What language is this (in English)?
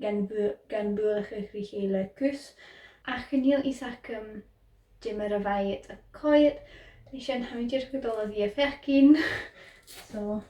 Scottish Gaelic